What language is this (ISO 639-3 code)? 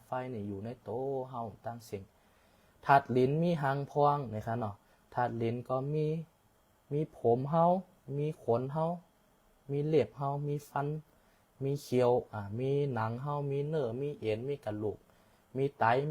shn